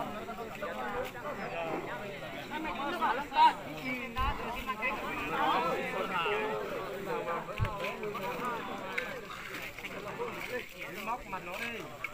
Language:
Vietnamese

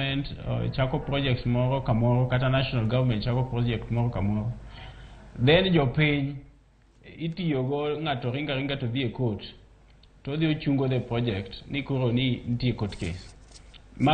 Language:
Luo (Kenya and Tanzania)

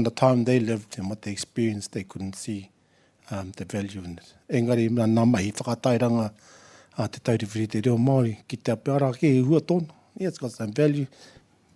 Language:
Māori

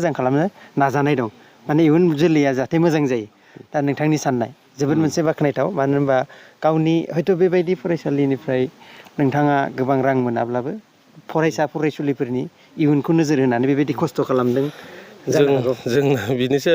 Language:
Bodo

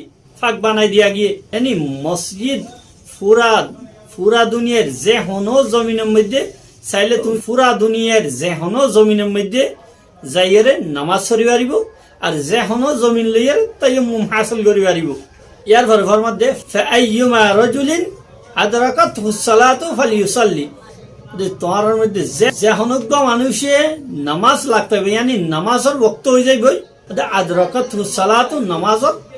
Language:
Rohingya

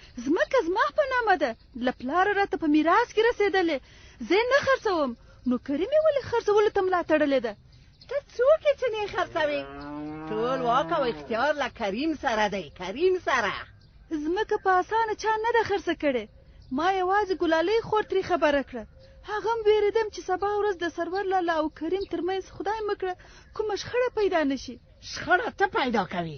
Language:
Pashto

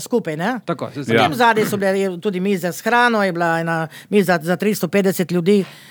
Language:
Slovenian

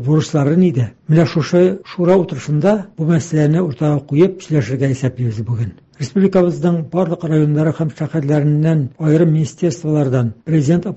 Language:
Tatar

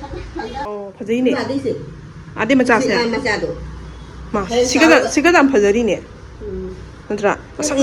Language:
Manipuri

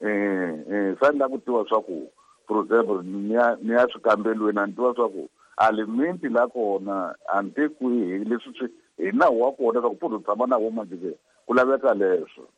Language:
Tsonga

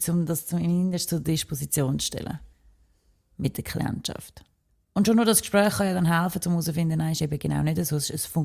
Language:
German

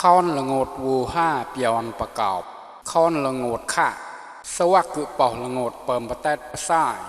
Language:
Mon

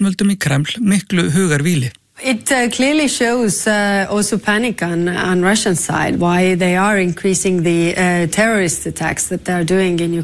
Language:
Icelandic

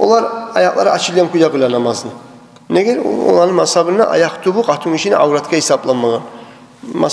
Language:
Kumyk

